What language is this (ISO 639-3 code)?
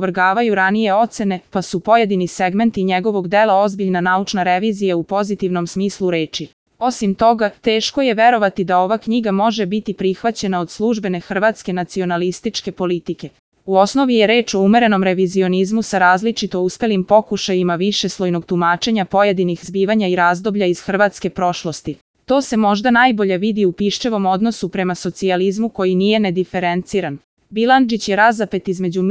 srp